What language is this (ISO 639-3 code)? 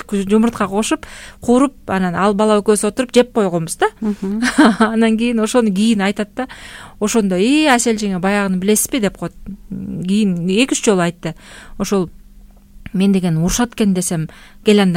kir